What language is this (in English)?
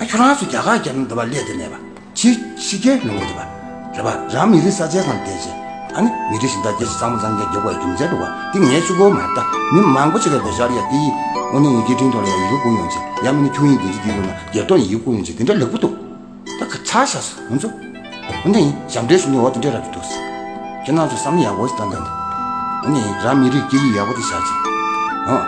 Tibetan